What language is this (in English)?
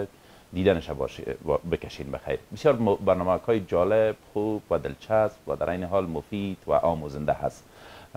Persian